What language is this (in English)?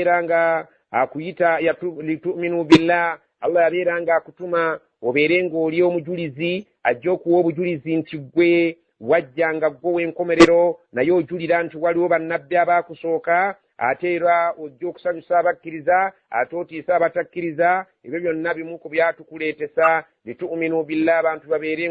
Ganda